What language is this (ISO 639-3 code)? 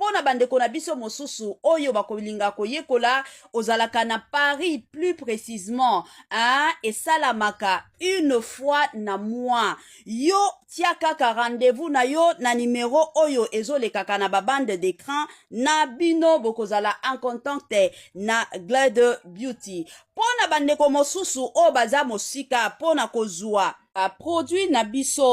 lin